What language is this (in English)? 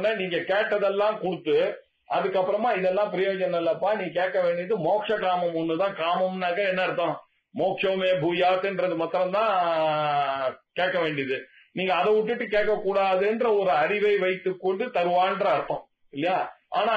Tamil